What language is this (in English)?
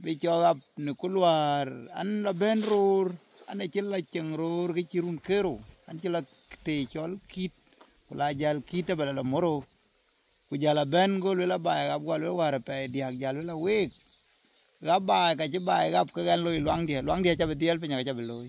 Dinka